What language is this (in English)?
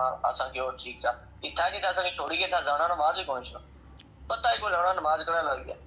Pahari-Potwari